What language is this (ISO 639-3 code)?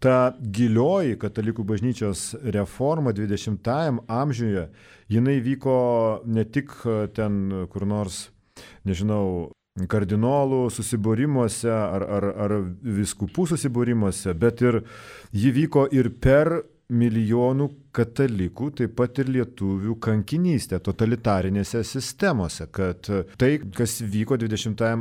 lit